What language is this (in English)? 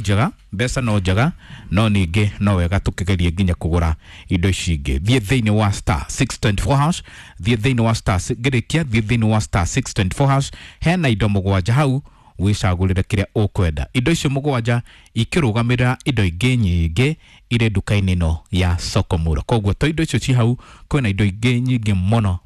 Kikuyu